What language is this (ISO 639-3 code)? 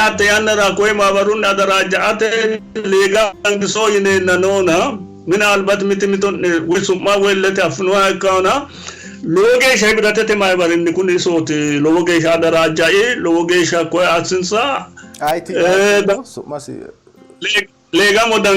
sid